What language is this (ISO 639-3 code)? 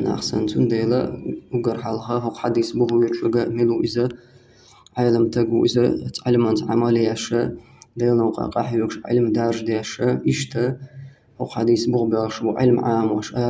che